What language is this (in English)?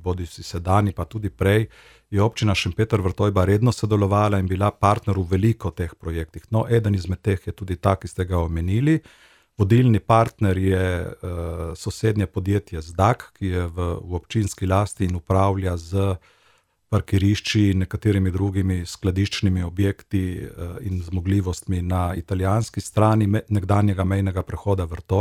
Slovenian